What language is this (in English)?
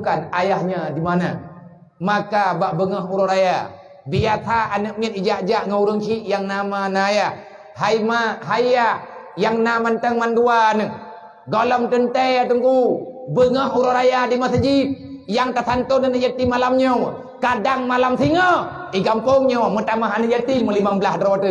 Achinese